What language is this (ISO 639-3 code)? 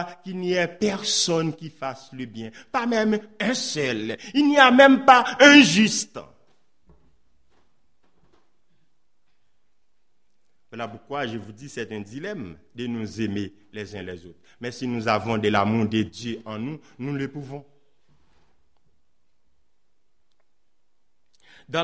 fra